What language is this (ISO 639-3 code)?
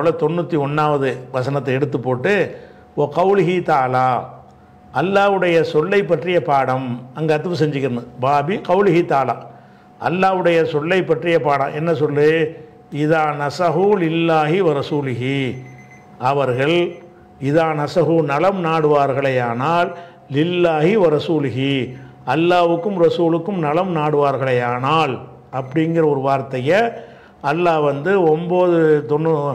tam